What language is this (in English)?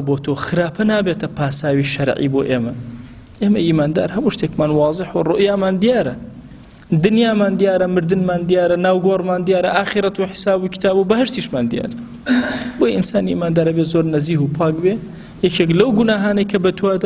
Central Kurdish